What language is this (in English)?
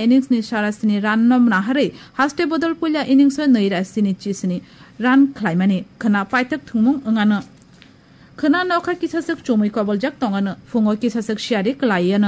Kok Borok